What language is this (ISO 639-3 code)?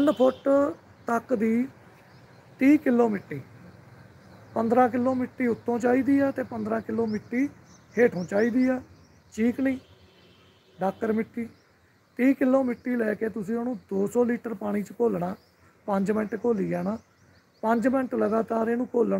pan